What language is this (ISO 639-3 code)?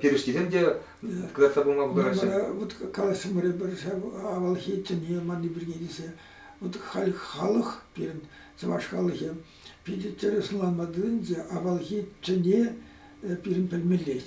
chv